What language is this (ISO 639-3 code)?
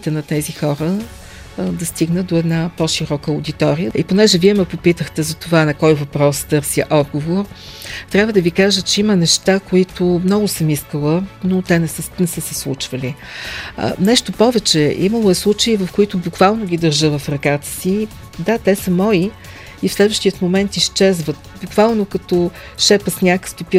bul